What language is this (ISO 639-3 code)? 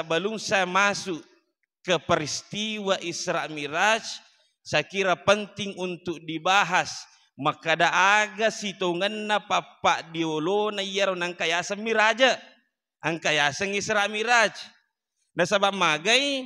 bug